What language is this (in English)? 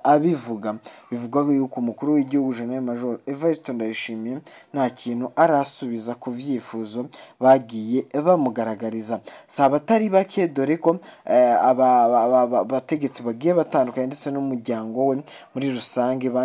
Rundi